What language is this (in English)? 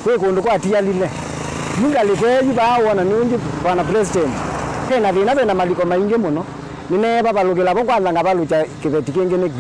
Kamba